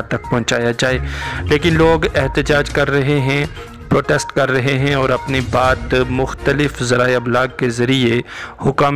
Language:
Urdu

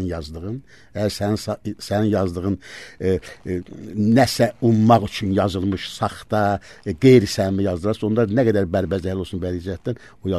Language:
Azerbaijani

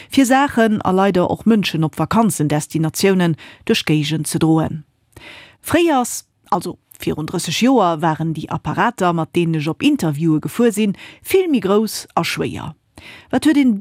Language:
Luxembourgish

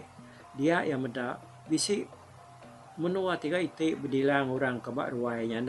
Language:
Iban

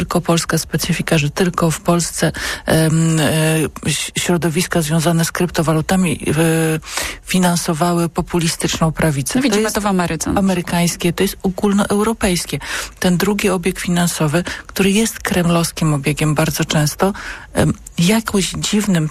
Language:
Polish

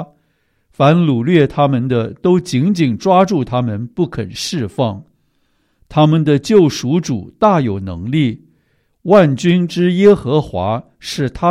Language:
Chinese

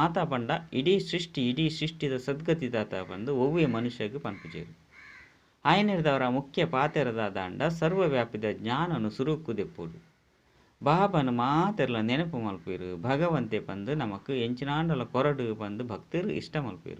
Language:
Tulu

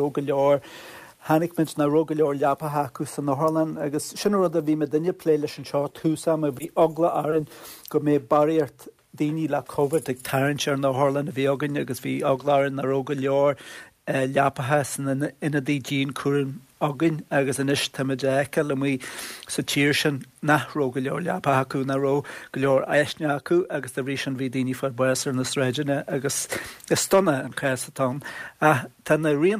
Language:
Irish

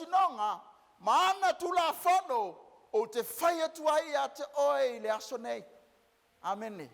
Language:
Samoan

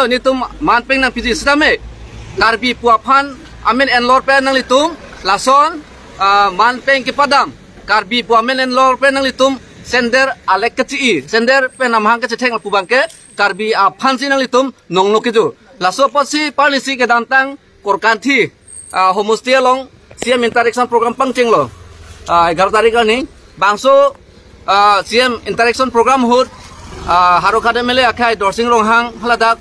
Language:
Karbi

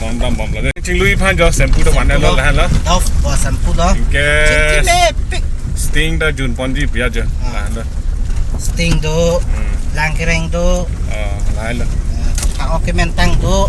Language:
Karbi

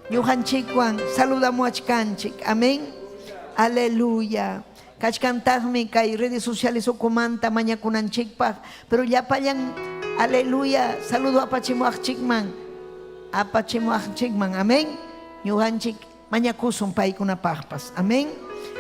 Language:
Ayacucho Quechua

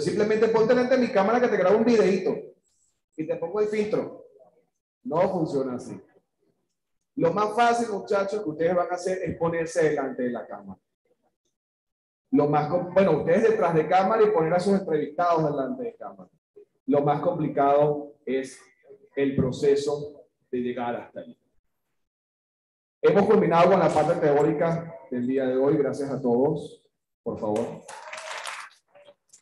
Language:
Spanish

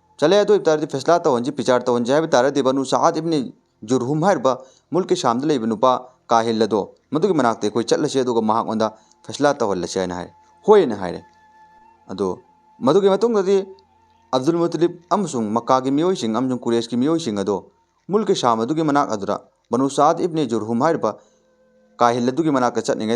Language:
Manipuri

